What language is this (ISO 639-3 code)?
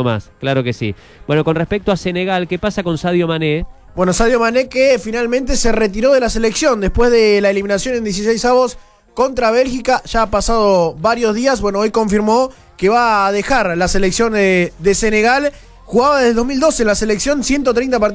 spa